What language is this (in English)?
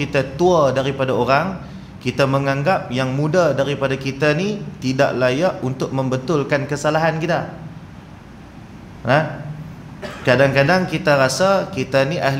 Malay